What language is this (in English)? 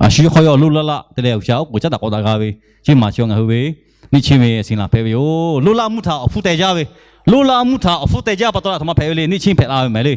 Lahu